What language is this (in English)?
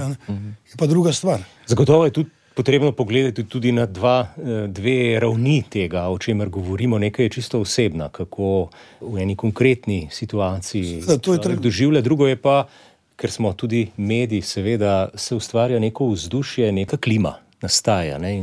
Slovenian